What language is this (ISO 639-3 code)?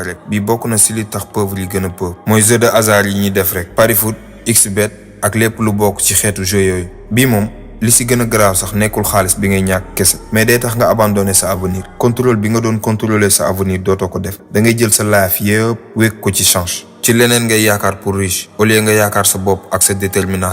wol